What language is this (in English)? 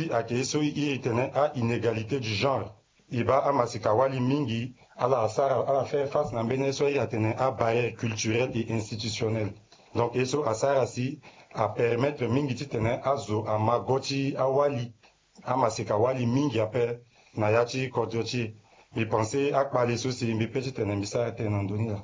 Sango